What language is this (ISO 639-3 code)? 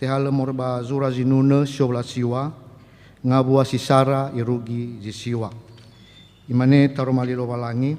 nia